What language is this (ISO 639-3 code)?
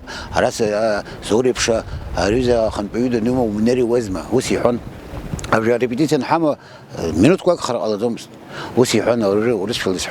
abk